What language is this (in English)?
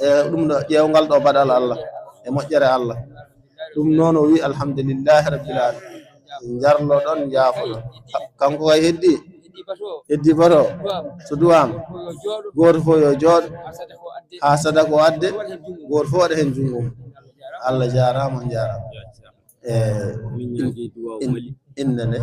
Fula